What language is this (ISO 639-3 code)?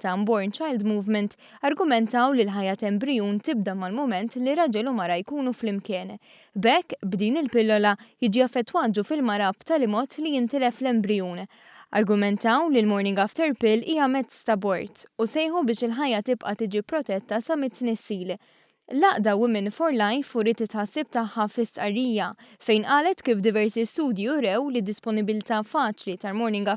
mlt